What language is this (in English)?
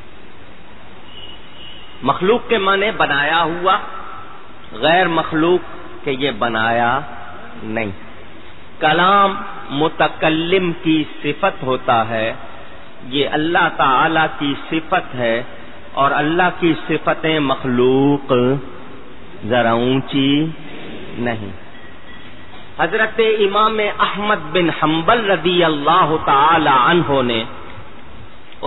Urdu